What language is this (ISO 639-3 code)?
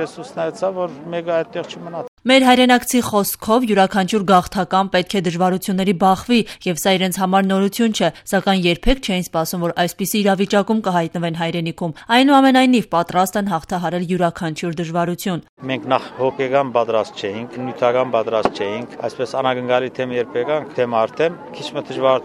hye